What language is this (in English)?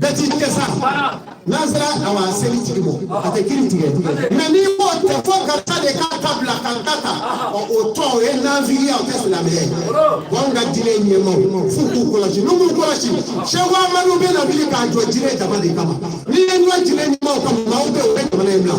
Bambara